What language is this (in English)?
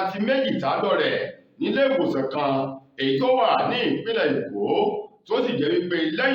Yoruba